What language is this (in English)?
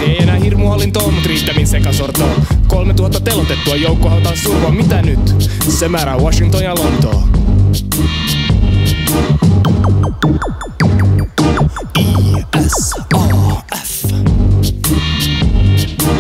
Finnish